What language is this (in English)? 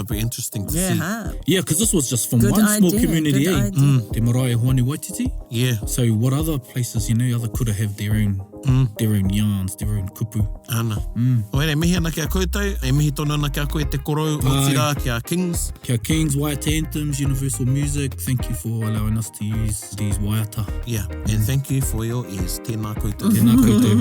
Māori